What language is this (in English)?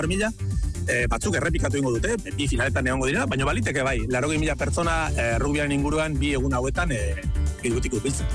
Basque